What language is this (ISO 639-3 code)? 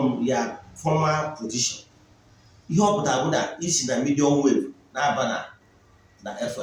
ibo